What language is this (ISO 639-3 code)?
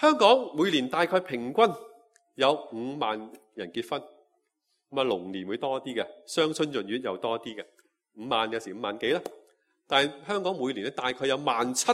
yue